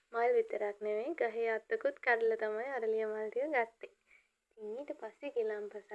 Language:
Sinhala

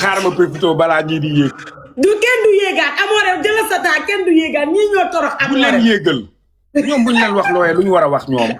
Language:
Wolof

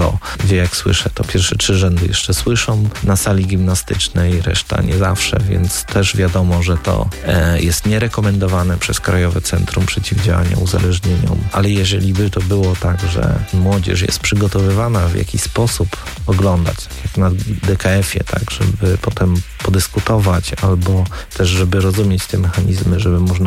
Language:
Polish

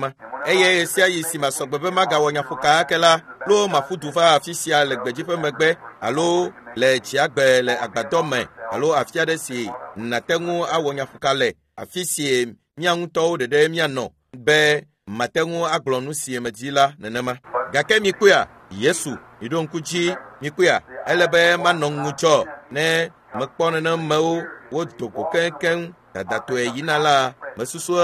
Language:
Ewe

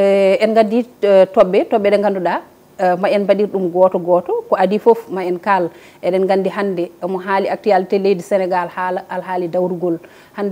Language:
Fula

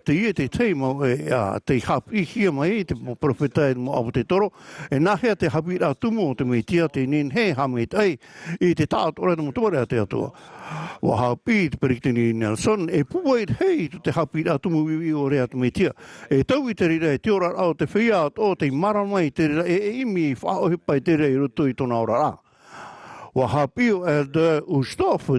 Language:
Tahitian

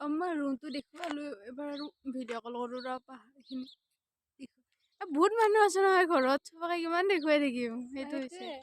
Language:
Assamese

